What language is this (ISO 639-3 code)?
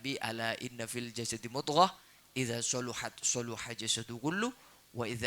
mad